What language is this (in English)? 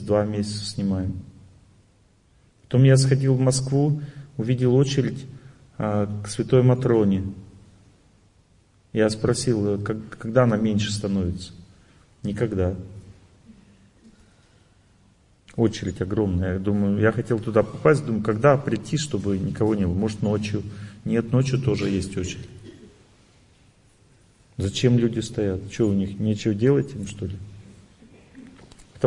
Russian